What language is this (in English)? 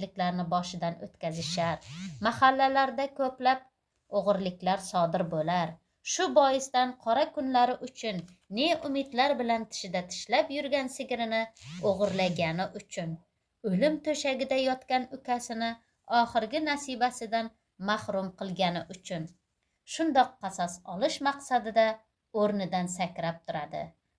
Uzbek